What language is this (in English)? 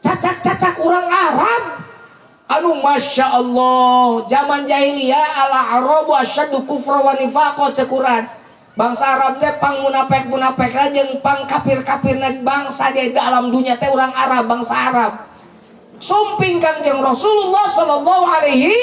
Sundanese